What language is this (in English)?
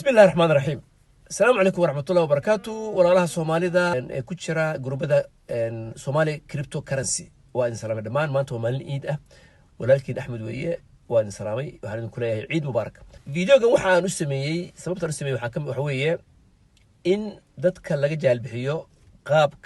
Somali